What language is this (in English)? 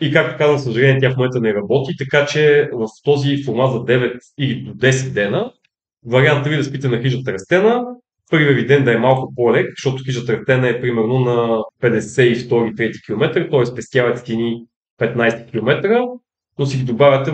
Bulgarian